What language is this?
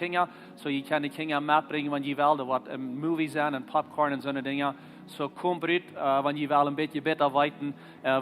Plautdietsch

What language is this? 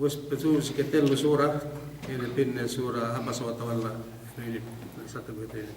Yakan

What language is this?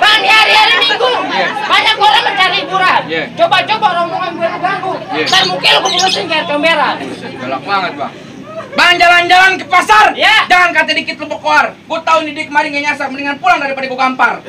Betawi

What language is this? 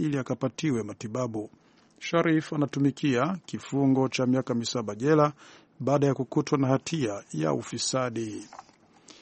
Swahili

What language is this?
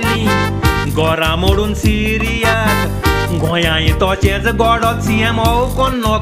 Konkani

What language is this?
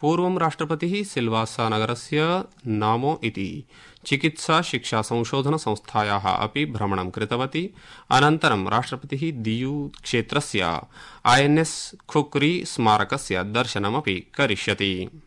Sanskrit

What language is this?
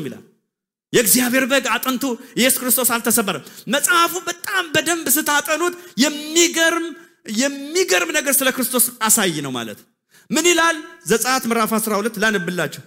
Amharic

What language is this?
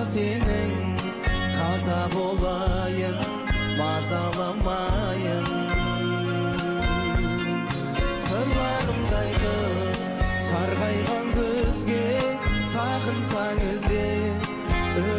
Kazakh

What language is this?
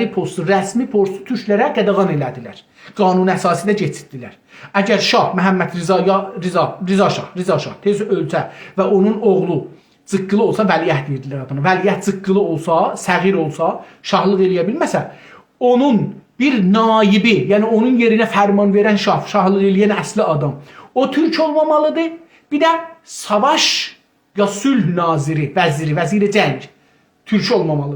South Azerbaijani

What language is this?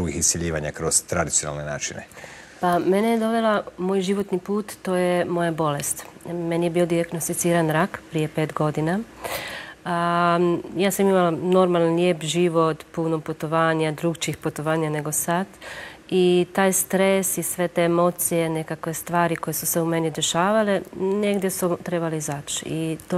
Croatian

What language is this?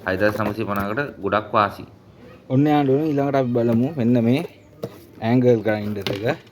Sinhala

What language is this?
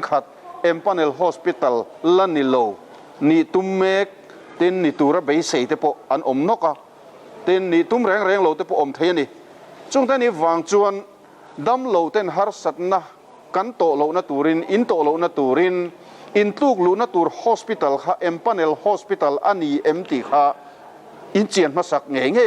Mizo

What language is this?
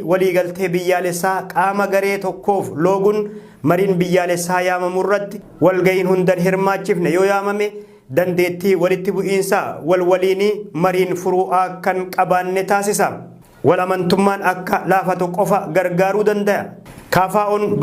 Oromo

